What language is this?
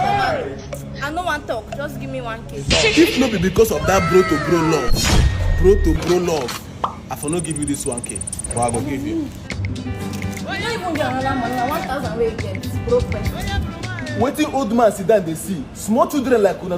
Nigerian Pidgin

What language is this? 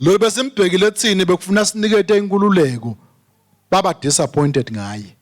Swati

